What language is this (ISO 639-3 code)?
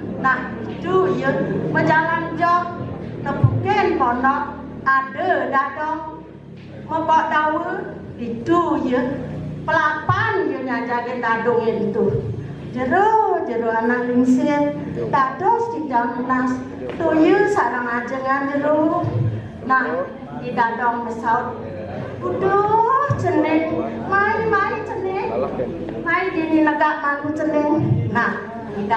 ban